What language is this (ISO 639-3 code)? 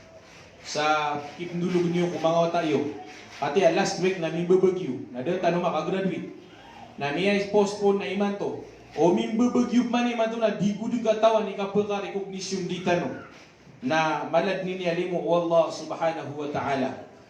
mrw